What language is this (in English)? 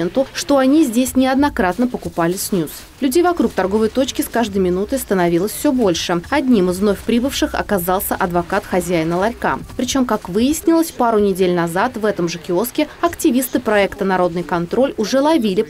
Russian